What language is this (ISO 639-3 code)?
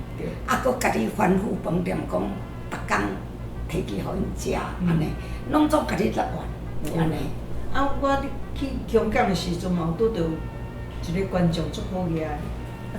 nan